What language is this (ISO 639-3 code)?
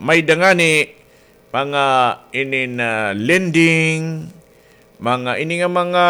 war